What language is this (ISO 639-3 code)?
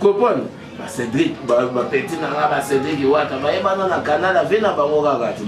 lin